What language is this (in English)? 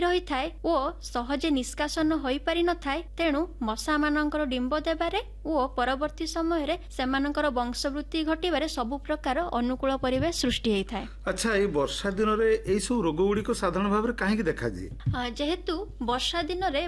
Odia